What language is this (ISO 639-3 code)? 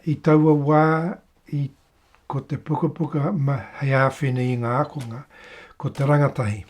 mri